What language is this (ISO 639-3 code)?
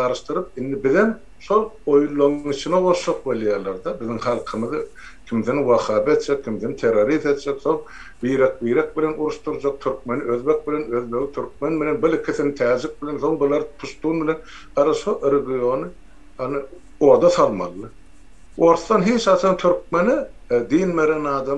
tuk